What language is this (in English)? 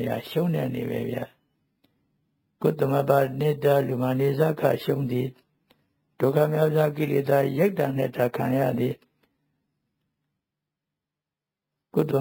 Burmese